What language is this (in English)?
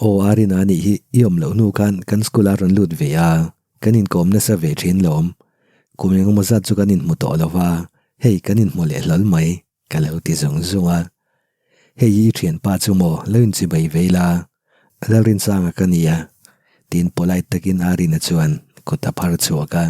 Mizo